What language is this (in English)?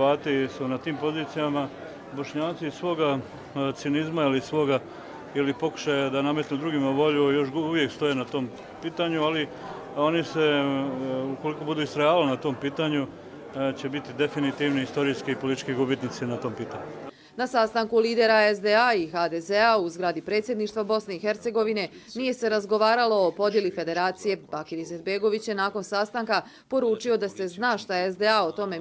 Bosnian